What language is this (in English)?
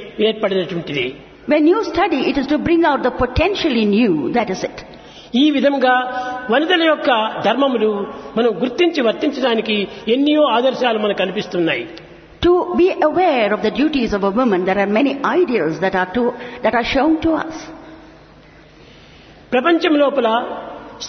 Telugu